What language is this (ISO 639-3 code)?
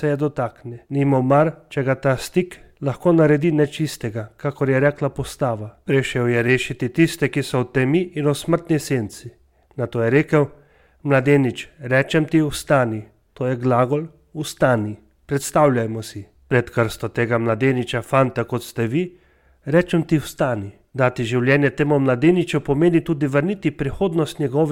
slv